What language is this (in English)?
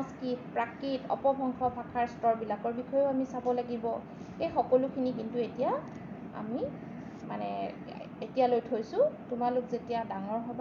Assamese